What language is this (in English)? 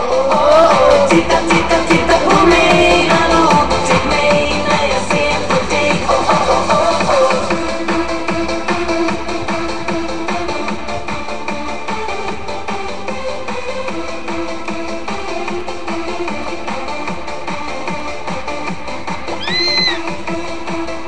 Swedish